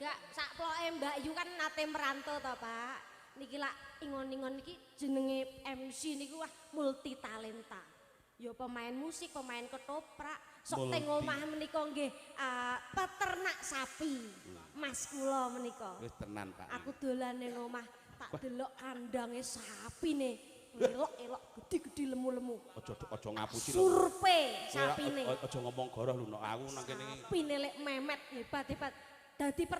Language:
Javanese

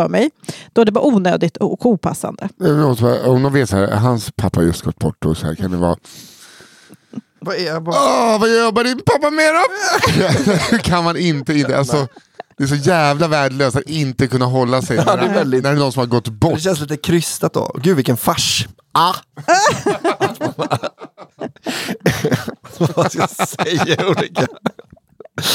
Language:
Swedish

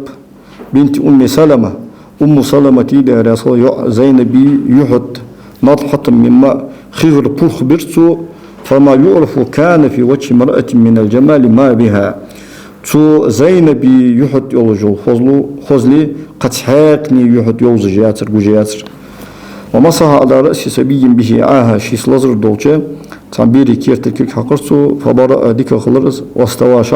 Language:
Ingush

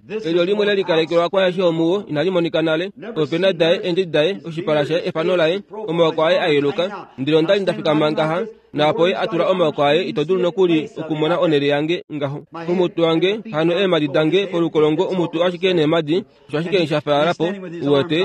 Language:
Kuanyama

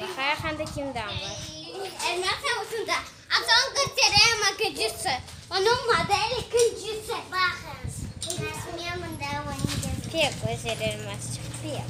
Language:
Crimean Tatar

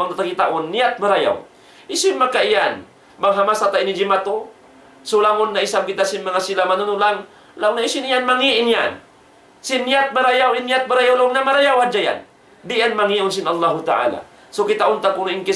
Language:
Tausug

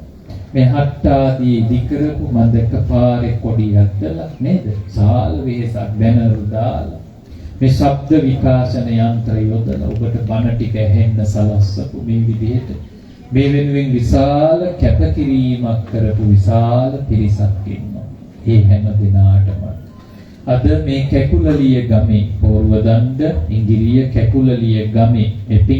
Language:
Sinhala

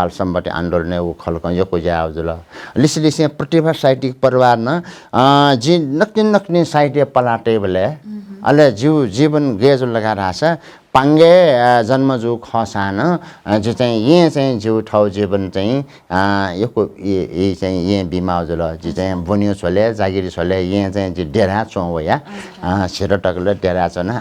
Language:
Newari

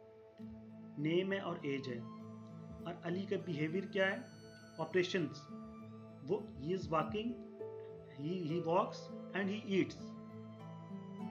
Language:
Hindi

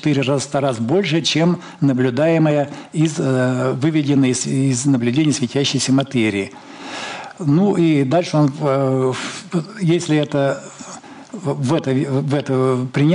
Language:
Russian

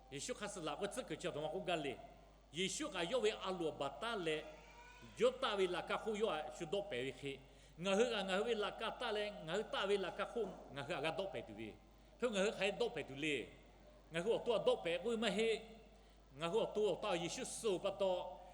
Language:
Lahu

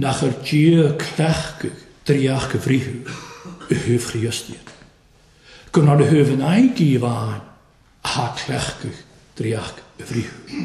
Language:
Welsh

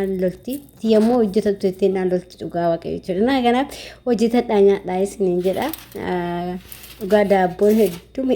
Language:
Oromo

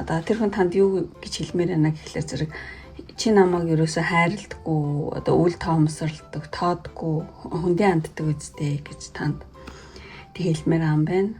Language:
Mongolian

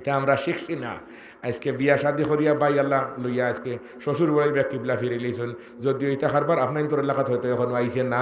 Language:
Sylheti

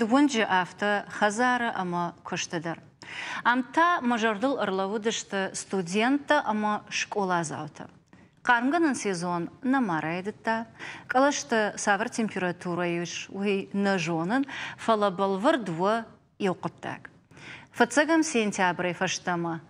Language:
Ossetic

